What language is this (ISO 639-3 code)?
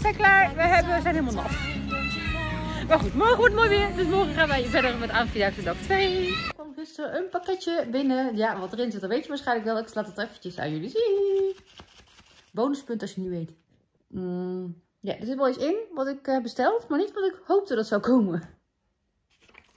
nld